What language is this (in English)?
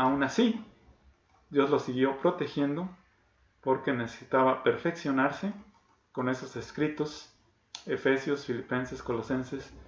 Spanish